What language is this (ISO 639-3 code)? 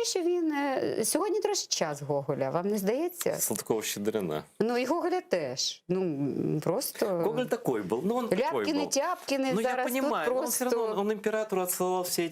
crh